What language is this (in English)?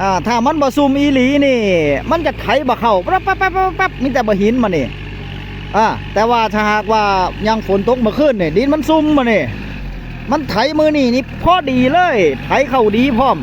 Northeastern Thai